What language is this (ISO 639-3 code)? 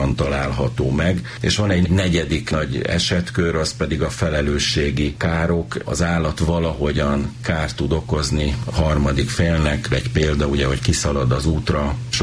hun